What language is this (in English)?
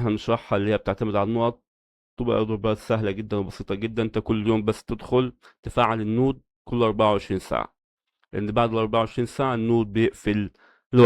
Egyptian Arabic